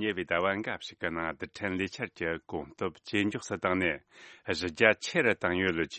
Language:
Tibetan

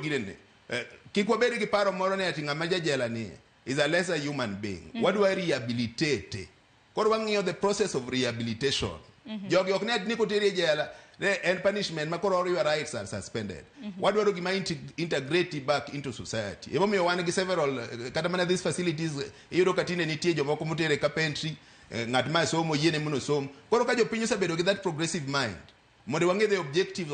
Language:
Luo (Kenya and Tanzania)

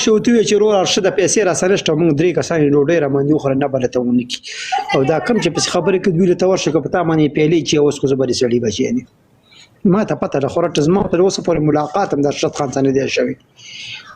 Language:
Pashto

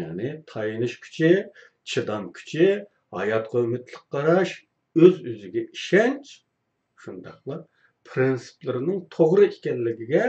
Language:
Uyghur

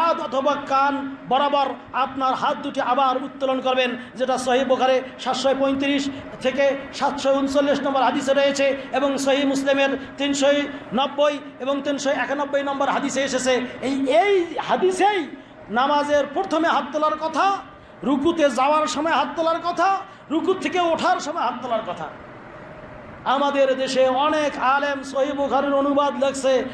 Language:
Bangla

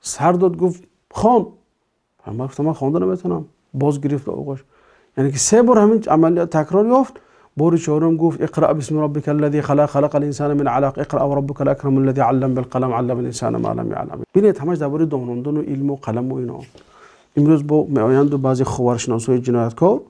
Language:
Tajik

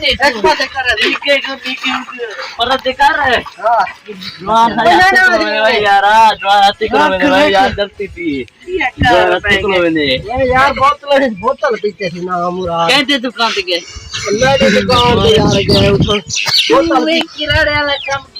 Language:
Saraiki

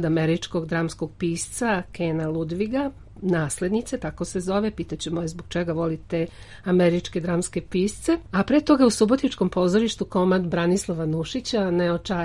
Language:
Serbian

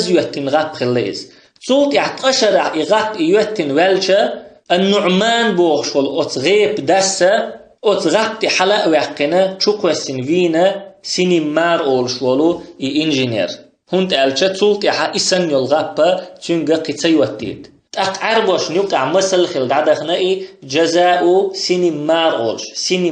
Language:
Chechen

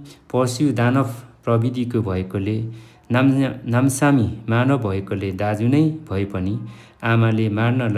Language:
Nepali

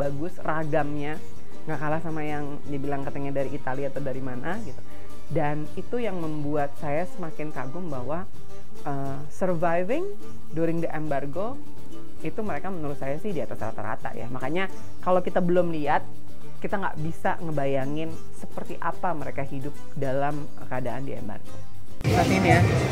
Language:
Indonesian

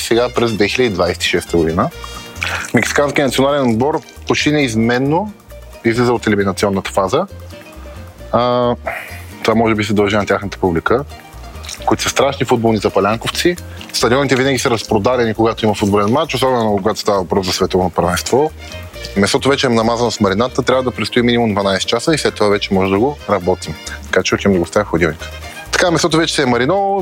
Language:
Bulgarian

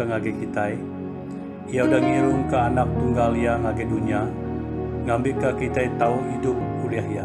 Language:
Iban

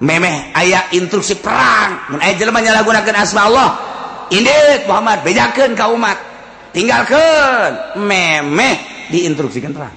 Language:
Sundanese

